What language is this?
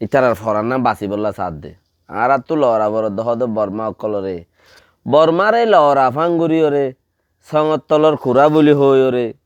Rohingya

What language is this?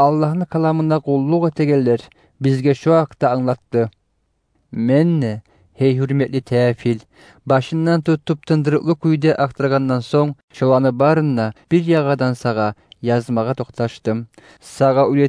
Kumyk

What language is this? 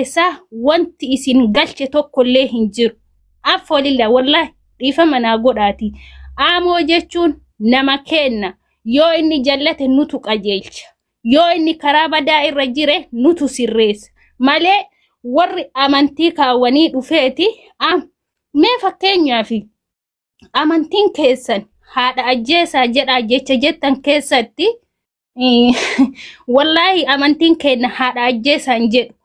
Oromo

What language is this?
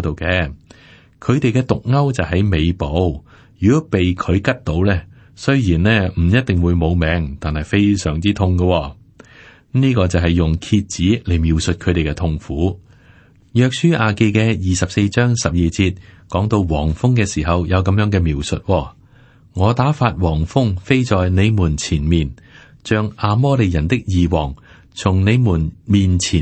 Cantonese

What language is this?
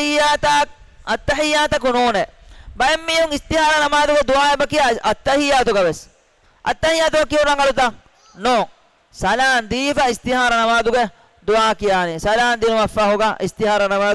Divehi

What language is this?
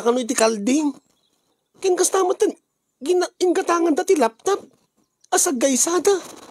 Iloko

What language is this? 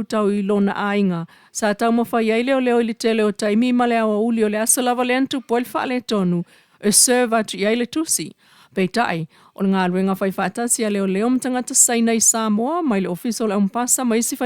Samoan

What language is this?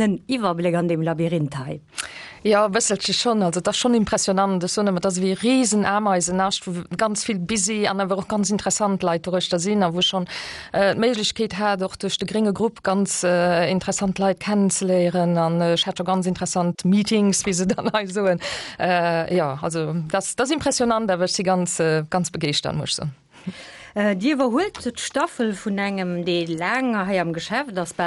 Luxembourgish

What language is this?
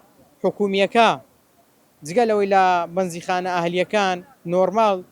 Central Kurdish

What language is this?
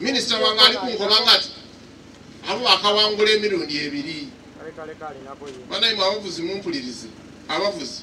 Soga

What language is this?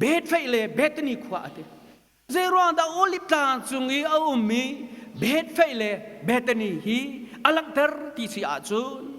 Hakha Chin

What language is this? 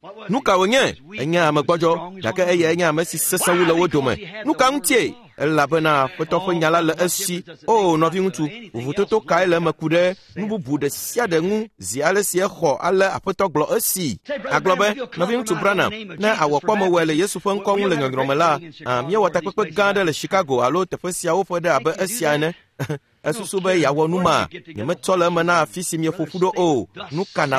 Ewe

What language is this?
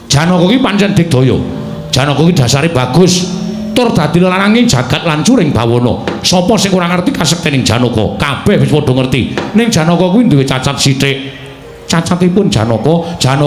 Javanese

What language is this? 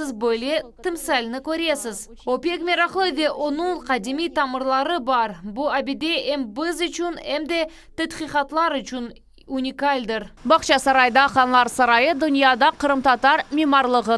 Crimean Tatar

